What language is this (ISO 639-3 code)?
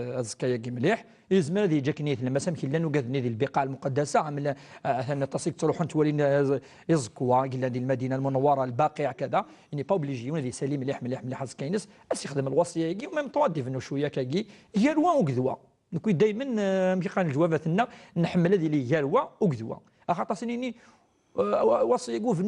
kab